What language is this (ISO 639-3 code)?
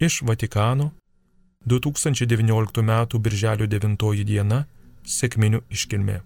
lit